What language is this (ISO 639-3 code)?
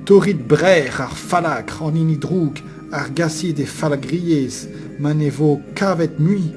bre